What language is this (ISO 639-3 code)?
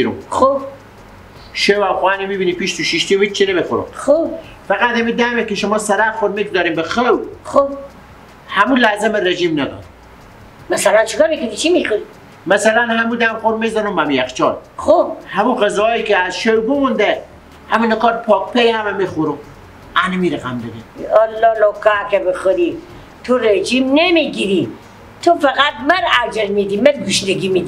fas